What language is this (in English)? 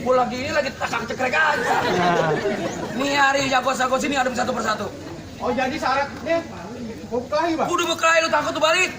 Betawi